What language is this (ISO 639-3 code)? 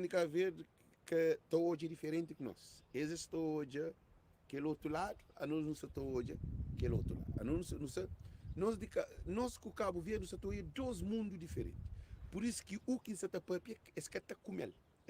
kea